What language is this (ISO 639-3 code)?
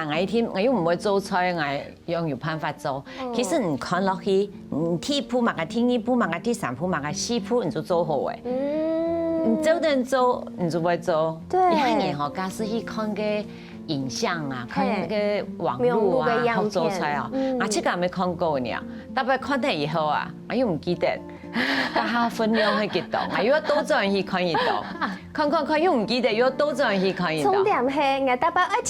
hak